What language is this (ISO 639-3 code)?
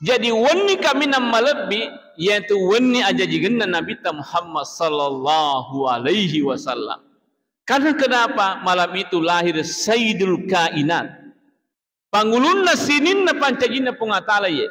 bug